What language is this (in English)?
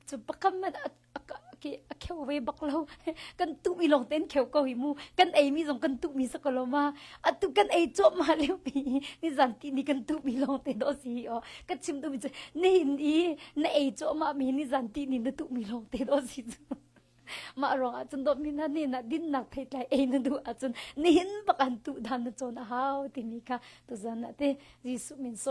Hakha Chin